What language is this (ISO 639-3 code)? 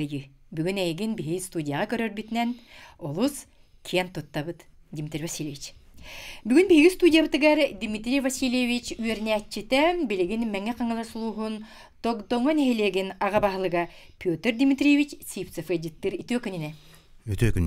sah